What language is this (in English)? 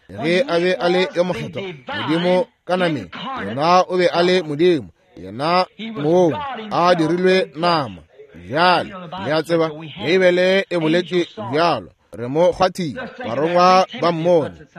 Northern Sotho